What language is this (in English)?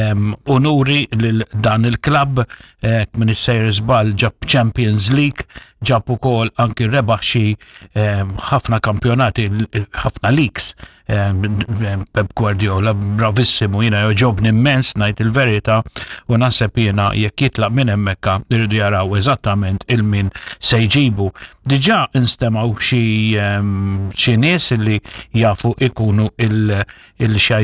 Maltese